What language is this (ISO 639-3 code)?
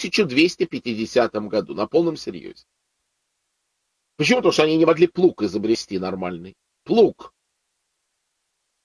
rus